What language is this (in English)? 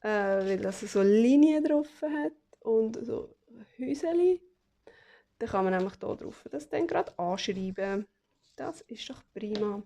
Swiss German